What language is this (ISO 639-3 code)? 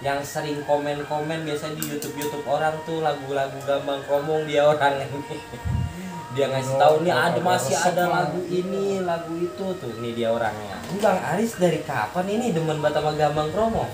bew